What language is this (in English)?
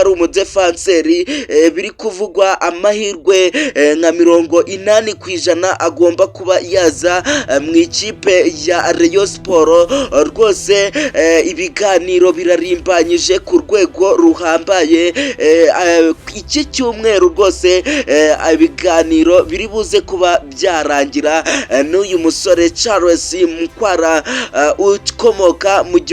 Kinyarwanda